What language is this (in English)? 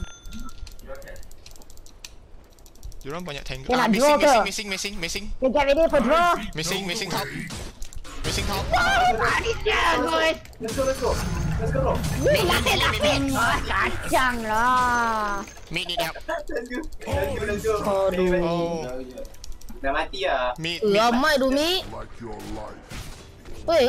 Malay